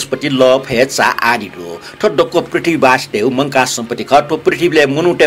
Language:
Newari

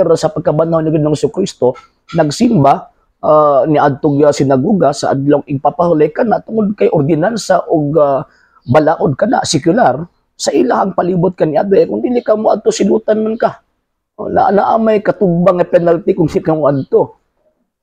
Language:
Cebuano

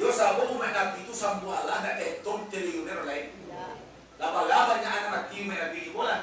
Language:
Minangkabau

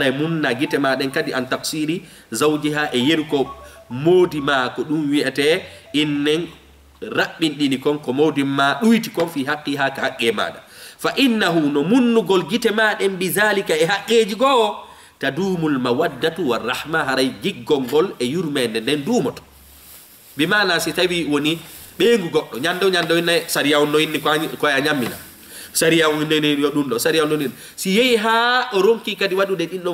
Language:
Fula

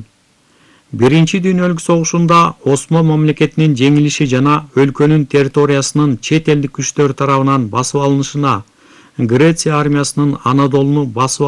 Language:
Kyrgyz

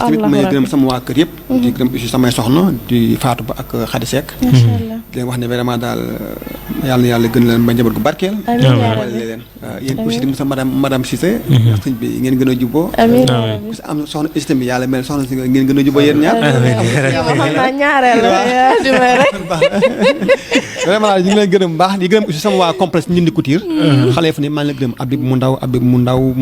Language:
Wolof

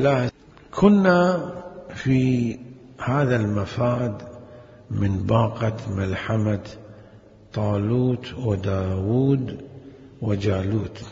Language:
Mesopotamian Arabic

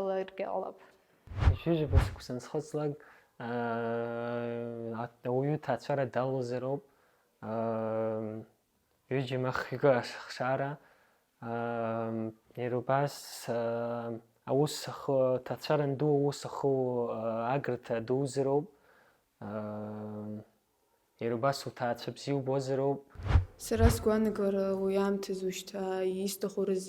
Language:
Abkhazian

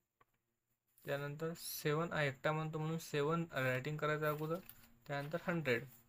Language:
Marathi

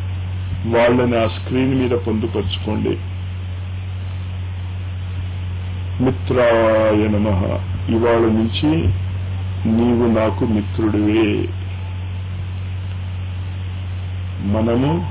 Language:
Telugu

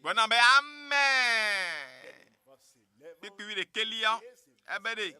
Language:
Ewe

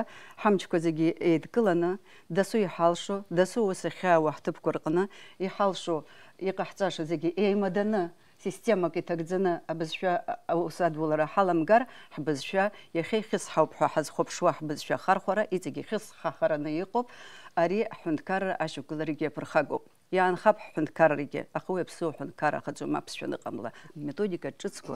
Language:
Abkhazian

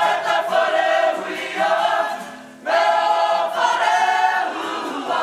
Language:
Māori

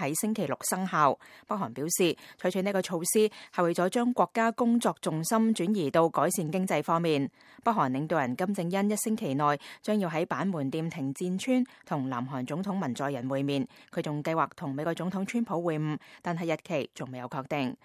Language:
Cantonese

